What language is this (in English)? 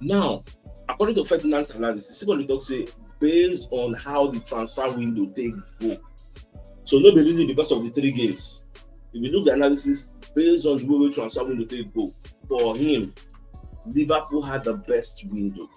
Nigerian Pidgin